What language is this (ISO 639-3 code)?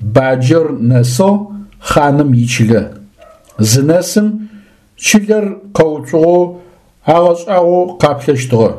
ady